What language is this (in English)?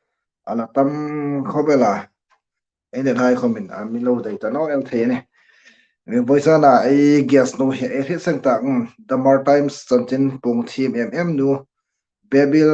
Hmar